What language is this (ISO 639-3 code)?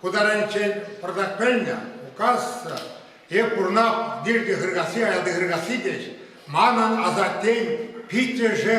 chv